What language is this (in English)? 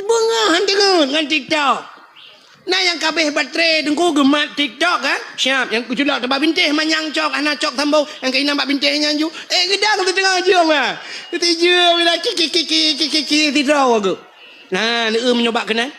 Achinese